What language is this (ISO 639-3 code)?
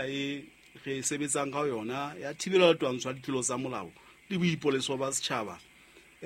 sot